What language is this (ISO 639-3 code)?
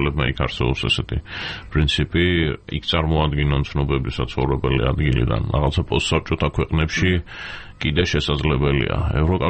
kat